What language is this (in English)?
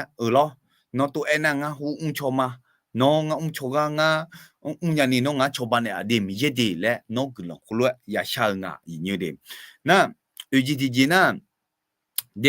Akha